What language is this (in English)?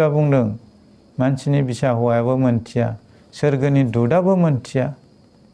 Bodo